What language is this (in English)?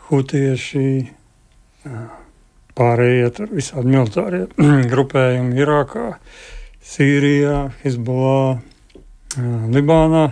Latvian